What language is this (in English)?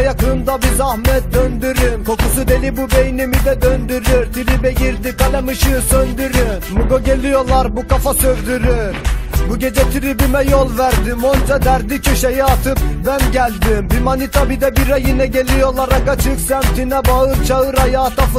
Turkish